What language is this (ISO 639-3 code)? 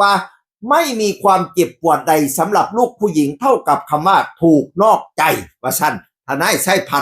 tts